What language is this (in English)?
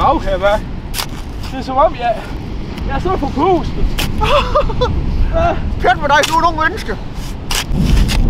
Danish